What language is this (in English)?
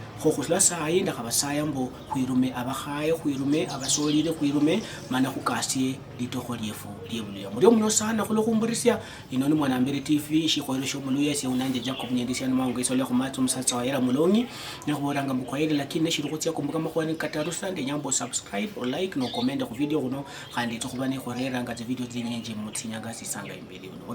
Luyia